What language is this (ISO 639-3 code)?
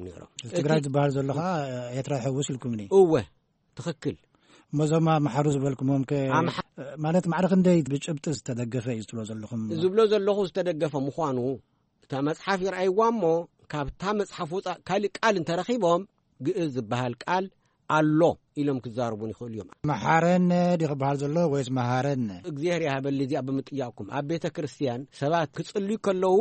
tir